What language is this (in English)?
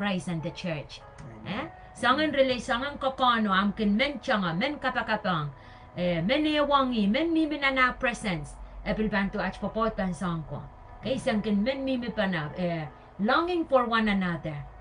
Pohnpeian